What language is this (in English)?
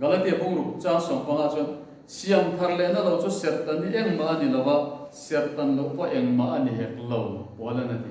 Mizo